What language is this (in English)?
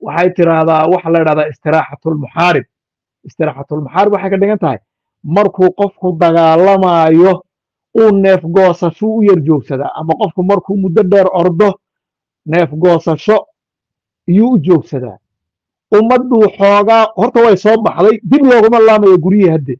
Somali